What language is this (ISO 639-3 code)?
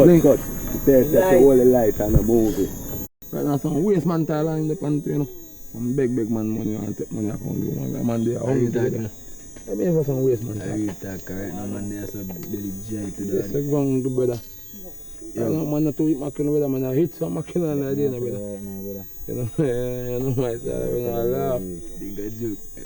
jam